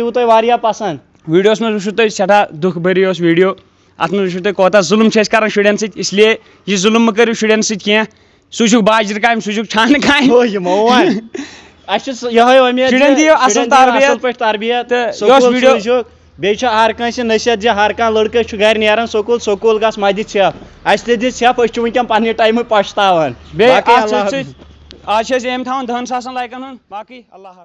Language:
Kashmiri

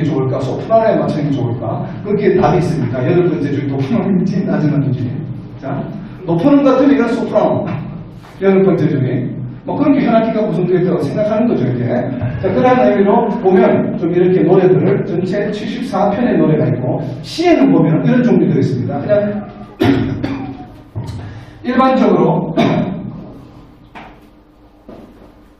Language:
Korean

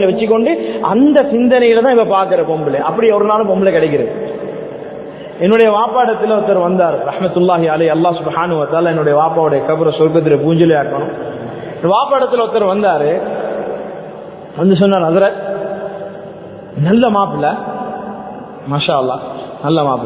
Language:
Tamil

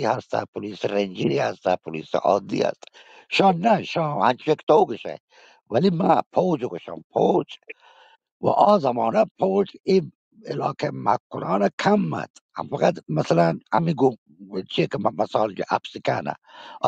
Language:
Baluchi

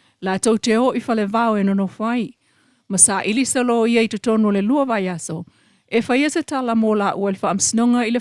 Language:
Samoan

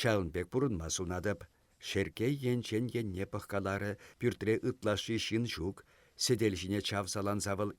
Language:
Chuvash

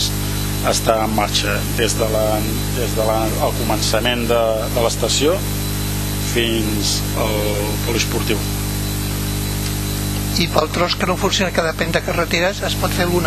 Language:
Catalan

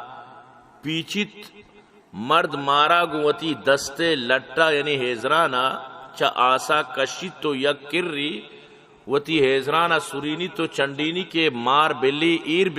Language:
Baluchi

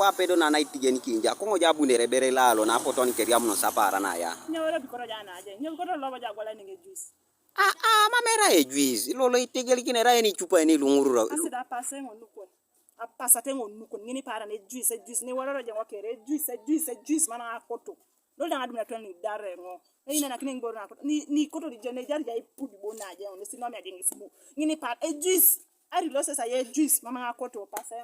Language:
Teso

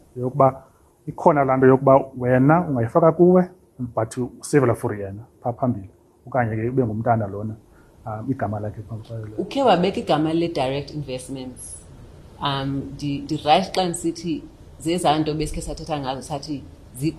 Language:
Xhosa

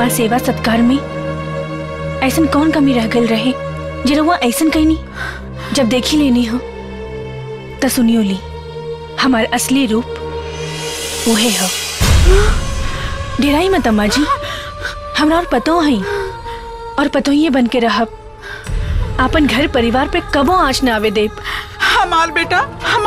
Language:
Bhojpuri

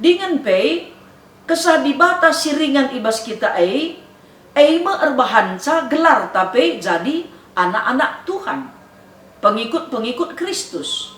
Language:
Batak Karo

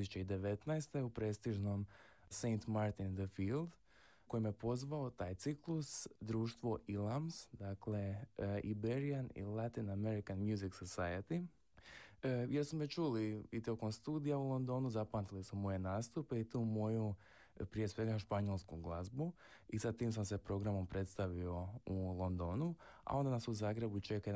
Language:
Croatian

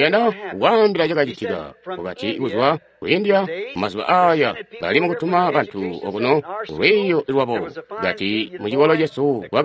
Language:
Tonga (Zambia)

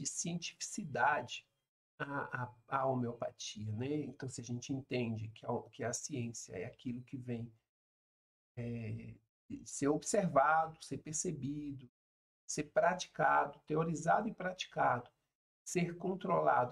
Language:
Portuguese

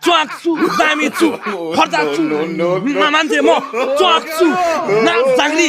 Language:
Nepali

